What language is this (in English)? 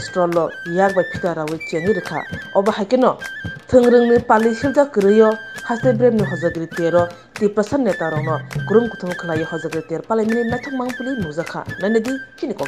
Kok Borok